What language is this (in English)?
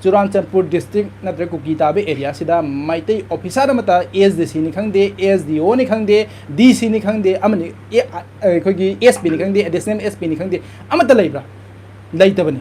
Manipuri